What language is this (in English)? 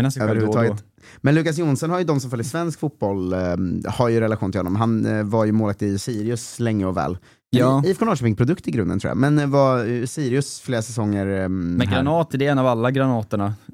Swedish